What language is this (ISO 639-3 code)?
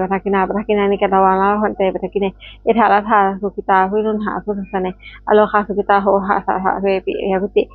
pli